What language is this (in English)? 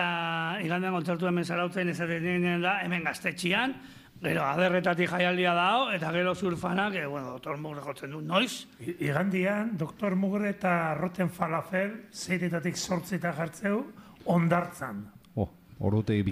Basque